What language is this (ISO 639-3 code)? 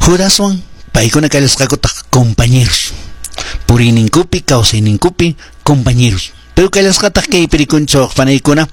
que